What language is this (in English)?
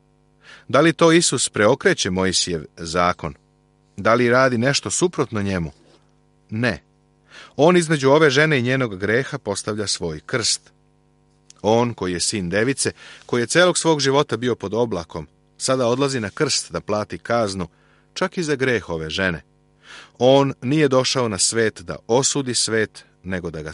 Serbian